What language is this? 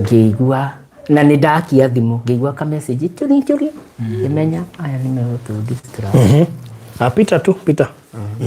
Kikuyu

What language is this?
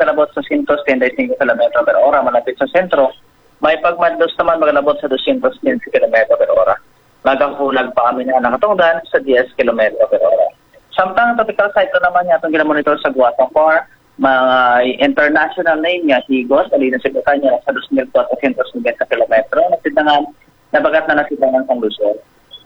Hiligaynon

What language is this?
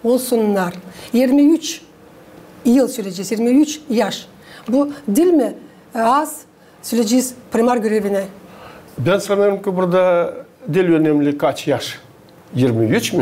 Gagauz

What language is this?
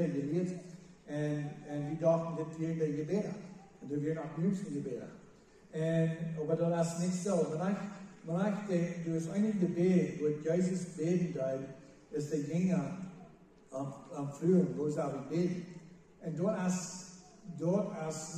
Plautdietsch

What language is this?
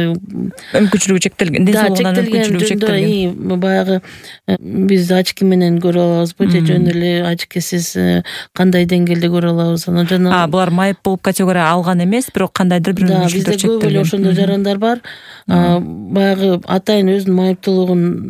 Kyrgyz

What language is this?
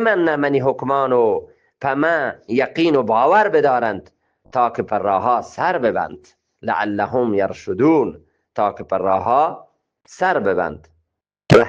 Eastern Balochi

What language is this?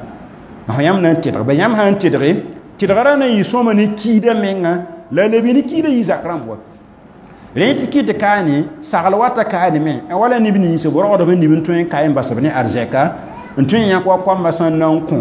Mossi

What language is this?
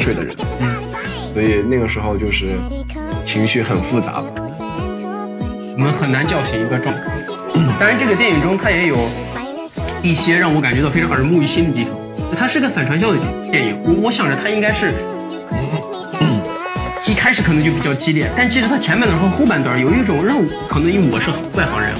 Chinese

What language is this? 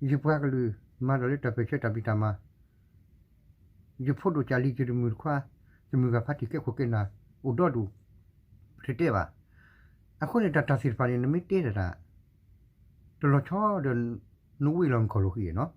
S'gaw Karen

